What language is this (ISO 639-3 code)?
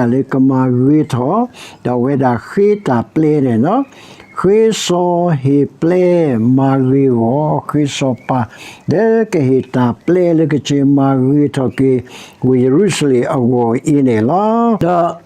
ksw